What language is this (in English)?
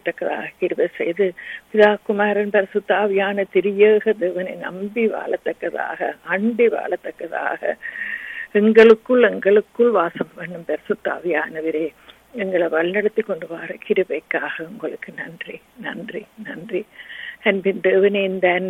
Tamil